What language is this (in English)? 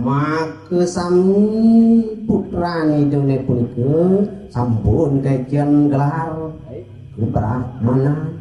Balinese